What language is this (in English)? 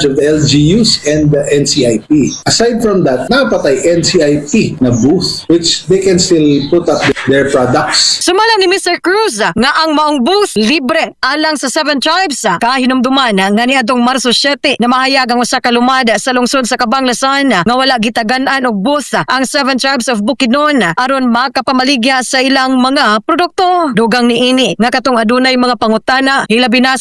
Cebuano